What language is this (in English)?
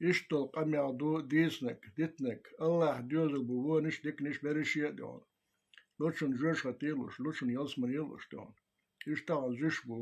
Chechen